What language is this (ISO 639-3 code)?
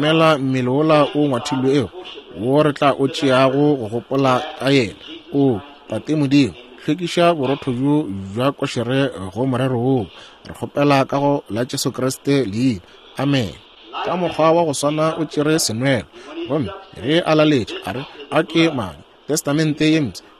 nso